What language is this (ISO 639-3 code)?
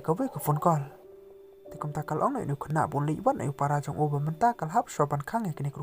kha